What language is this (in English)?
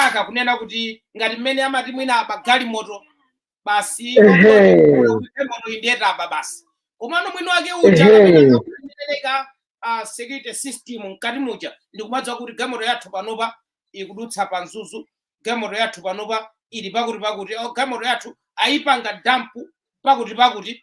Nyanja